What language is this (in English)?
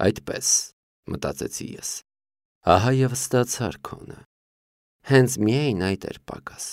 Armenian